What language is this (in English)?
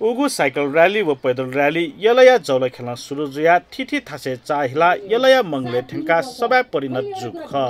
Newari